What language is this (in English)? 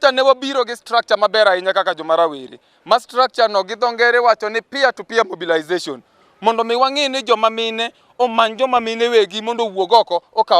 Luo (Kenya and Tanzania)